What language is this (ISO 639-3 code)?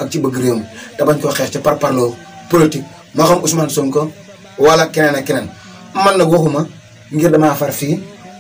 wol